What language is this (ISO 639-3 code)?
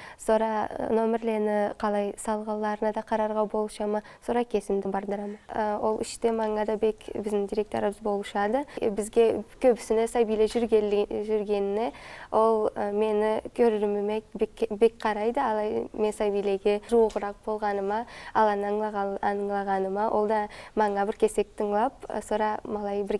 krc